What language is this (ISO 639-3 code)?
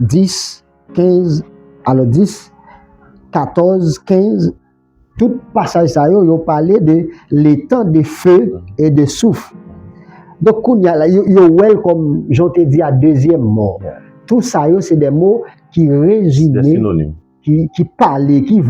hat